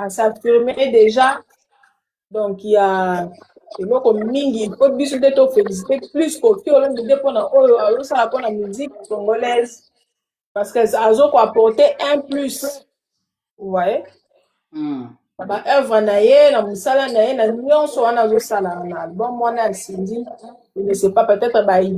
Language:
Lingala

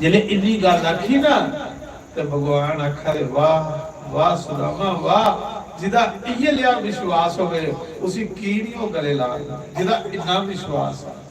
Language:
Dogri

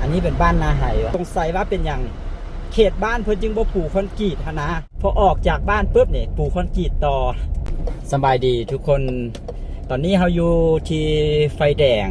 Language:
Lao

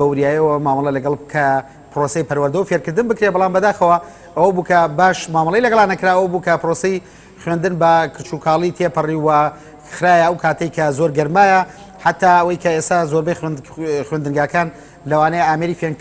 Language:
Central Kurdish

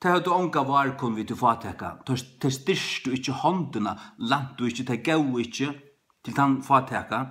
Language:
Faroese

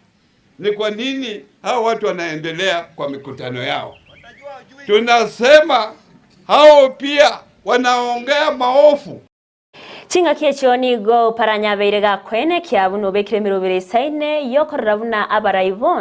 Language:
Gusii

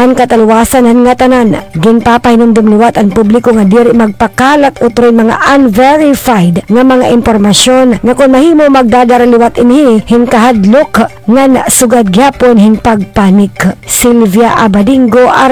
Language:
Waray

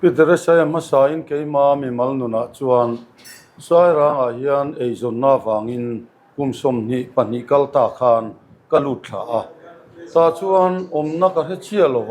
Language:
Mizo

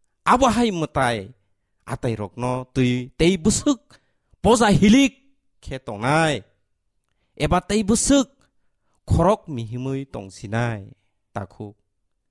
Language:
Kok Borok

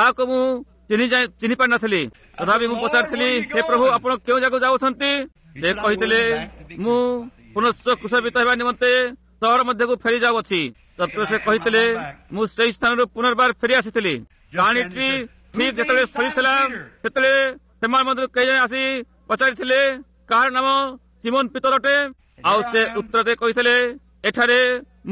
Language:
Odia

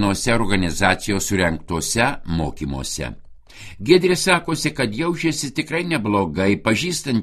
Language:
Lithuanian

